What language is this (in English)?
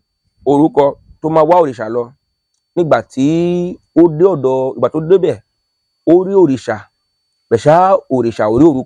Yoruba